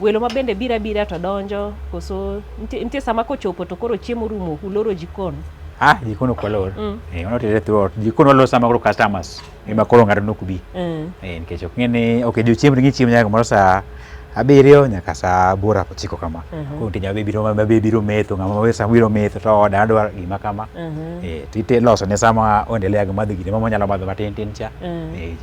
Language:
Luo (Kenya and Tanzania)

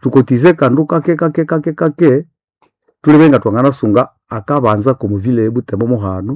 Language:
Nande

